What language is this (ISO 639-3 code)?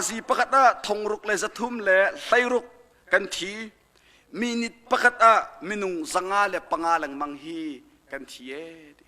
cnh